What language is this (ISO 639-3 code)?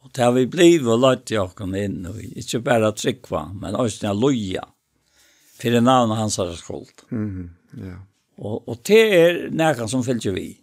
fao